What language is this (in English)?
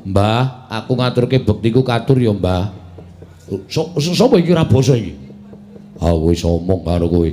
Javanese